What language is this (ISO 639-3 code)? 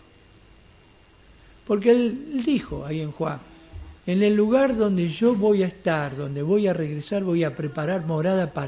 spa